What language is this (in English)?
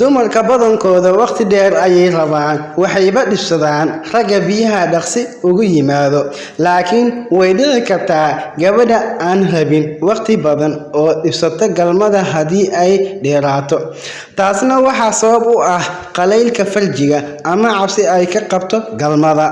Somali